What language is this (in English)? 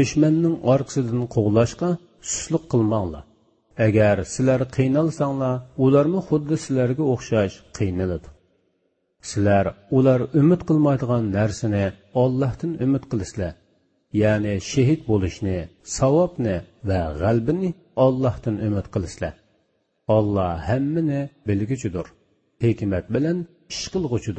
Uyghur